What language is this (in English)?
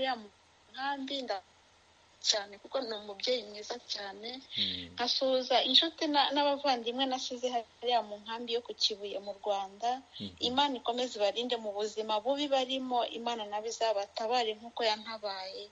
Kinyarwanda